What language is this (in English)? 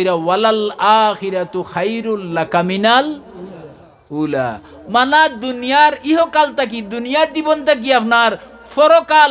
Sylheti